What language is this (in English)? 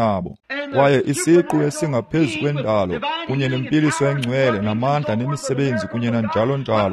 Xhosa